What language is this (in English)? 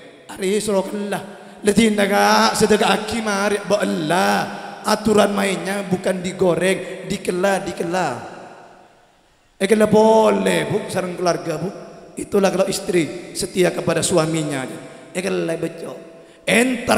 Madurese